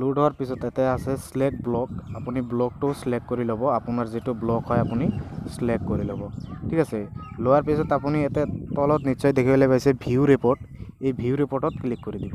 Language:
Assamese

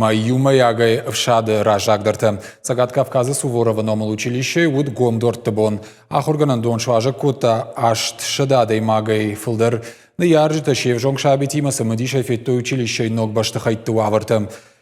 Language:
Ossetic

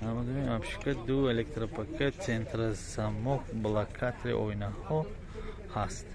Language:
Tajik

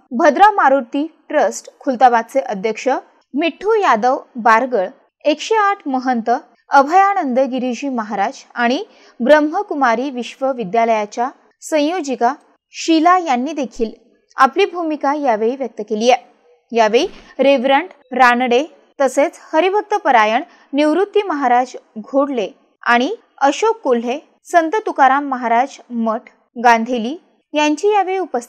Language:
Marathi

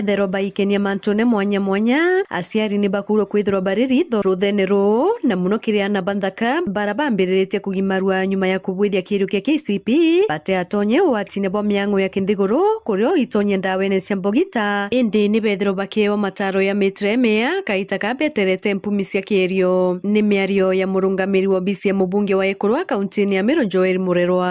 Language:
Meru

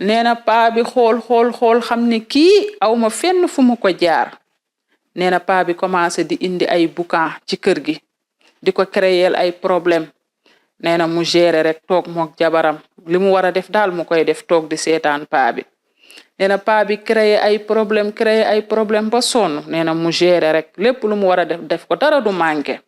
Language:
Wolof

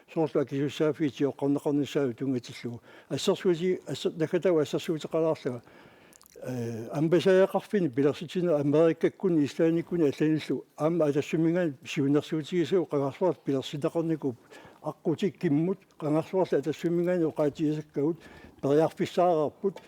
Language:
Kalaallisut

